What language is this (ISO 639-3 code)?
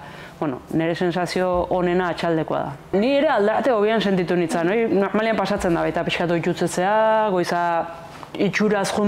eus